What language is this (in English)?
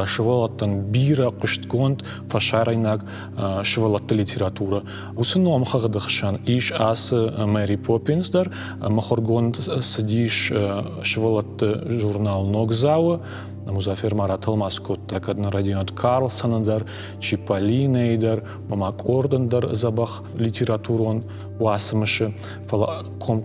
Ossetic